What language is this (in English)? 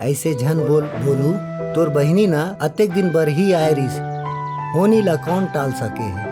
Chhattisgarhi